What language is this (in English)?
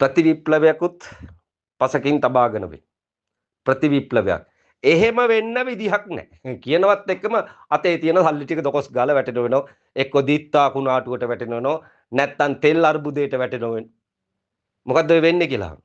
Sinhala